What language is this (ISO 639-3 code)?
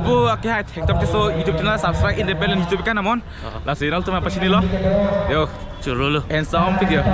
mjw